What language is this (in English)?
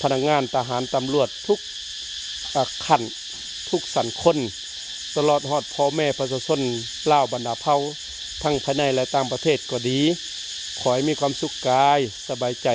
Lao